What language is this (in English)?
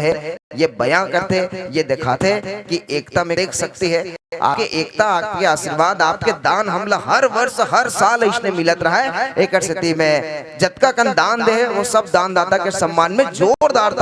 Chhattisgarhi